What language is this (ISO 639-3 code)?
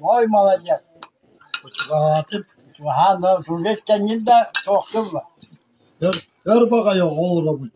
sah